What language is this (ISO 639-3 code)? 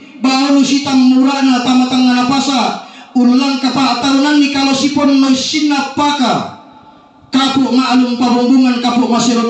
sda